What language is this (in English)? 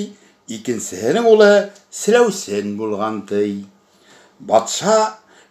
Bashkir